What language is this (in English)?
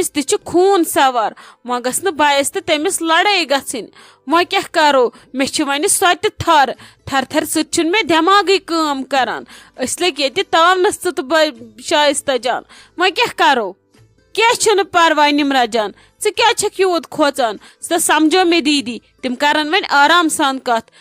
Kashmiri